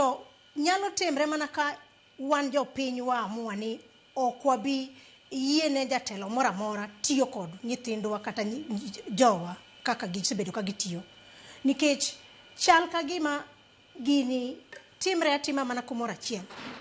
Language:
Luo (Kenya and Tanzania)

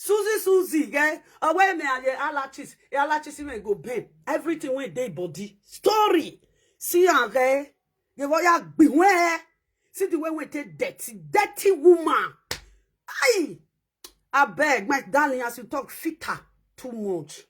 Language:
Nigerian Pidgin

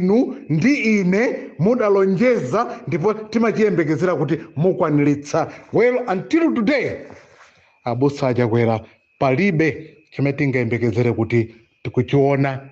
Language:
Nyanja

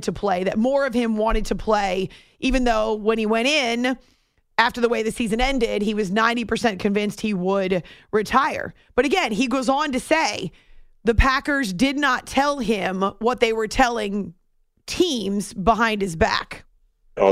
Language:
English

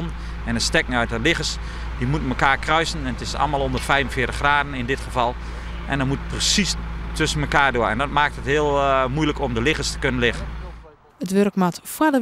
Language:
Western Frisian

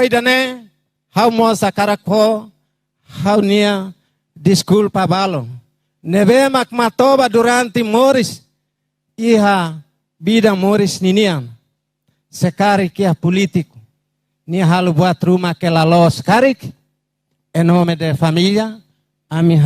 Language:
Tetum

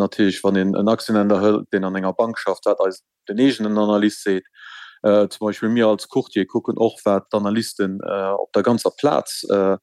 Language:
Luxembourgish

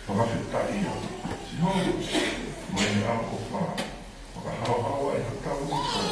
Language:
Tongan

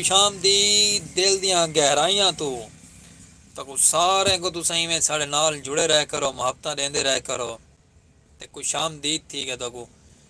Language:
Saraiki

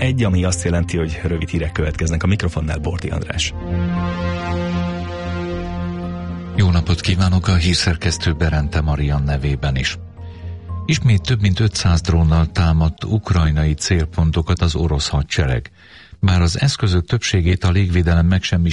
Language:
Hungarian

